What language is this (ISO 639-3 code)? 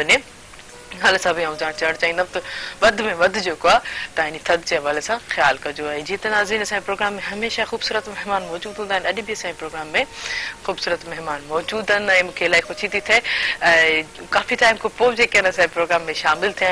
snd